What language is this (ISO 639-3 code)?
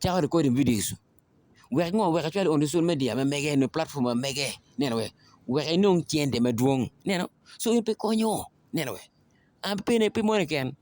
ach